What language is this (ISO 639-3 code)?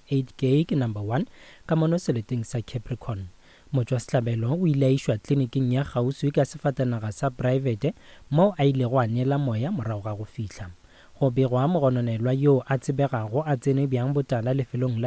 nso